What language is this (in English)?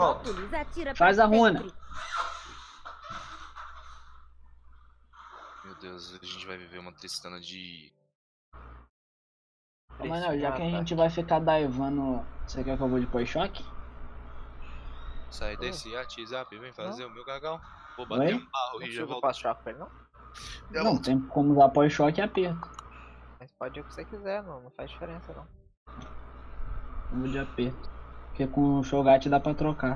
Portuguese